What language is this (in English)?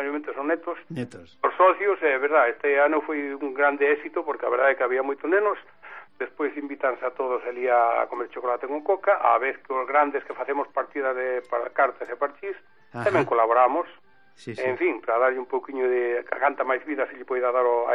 Galician